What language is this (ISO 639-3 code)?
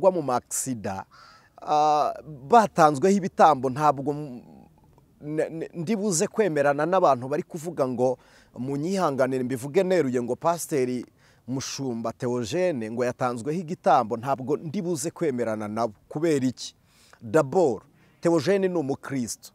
kin